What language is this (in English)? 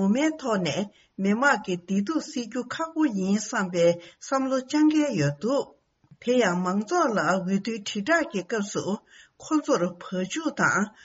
Tibetan